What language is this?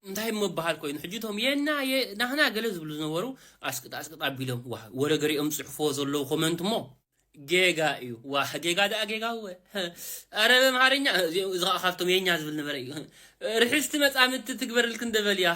Tigrinya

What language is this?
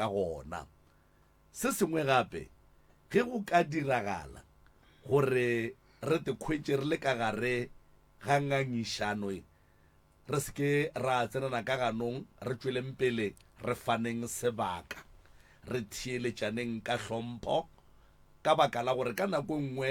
Northern Sotho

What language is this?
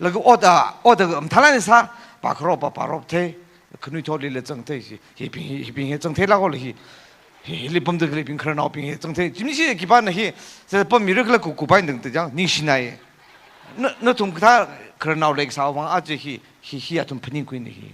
Tangkhul Naga (India)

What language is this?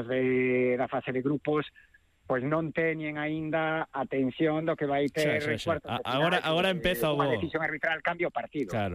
Galician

